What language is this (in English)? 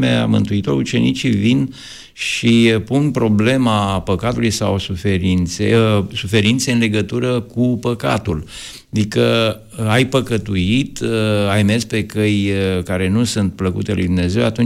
Romanian